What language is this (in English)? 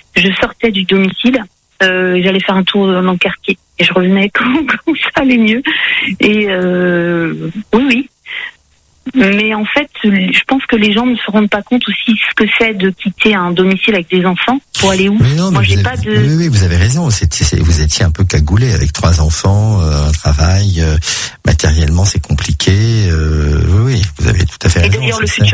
French